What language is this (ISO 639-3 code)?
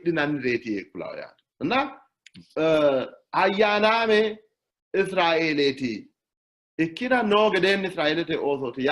sid